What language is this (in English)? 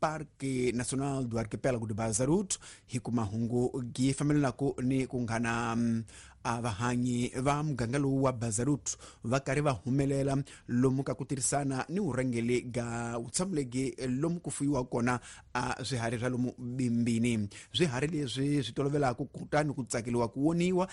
Tsonga